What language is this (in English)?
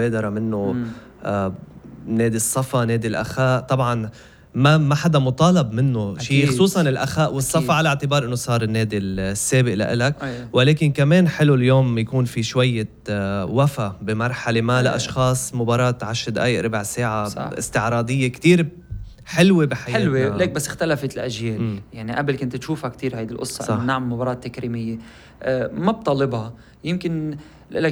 North Levantine Arabic